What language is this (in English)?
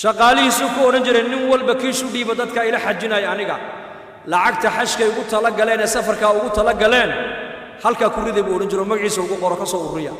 Somali